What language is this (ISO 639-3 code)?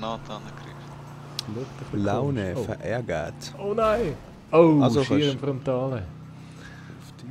gsw